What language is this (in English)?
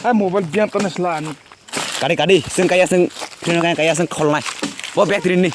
Kok Borok